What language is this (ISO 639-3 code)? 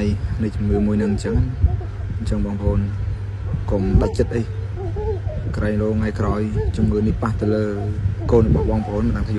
khm